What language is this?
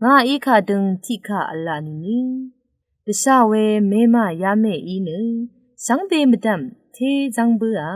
Rawang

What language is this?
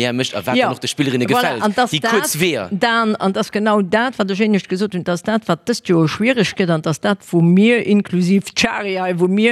Luxembourgish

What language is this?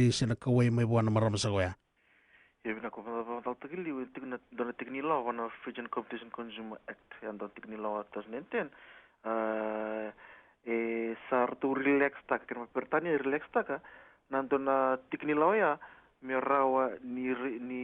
Fijian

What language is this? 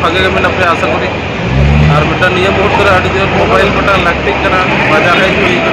Santali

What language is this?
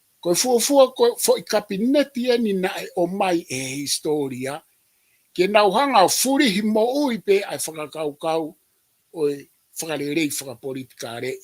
Tongan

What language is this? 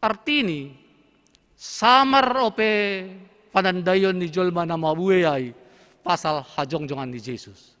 Batak Simalungun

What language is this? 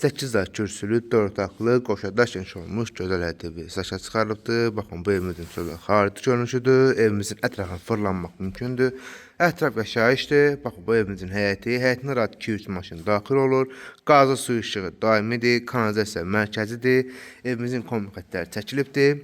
Azerbaijani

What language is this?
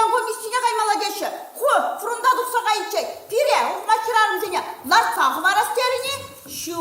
Chuvash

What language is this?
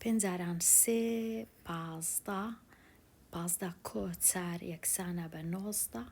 Central Kurdish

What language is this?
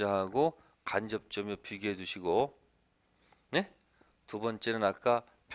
Korean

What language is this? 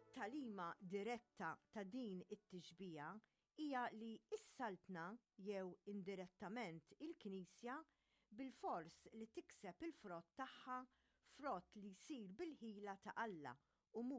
Maltese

